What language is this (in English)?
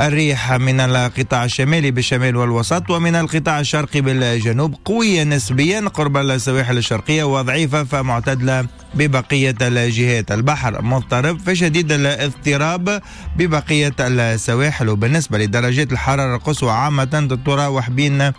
Tunisian Arabic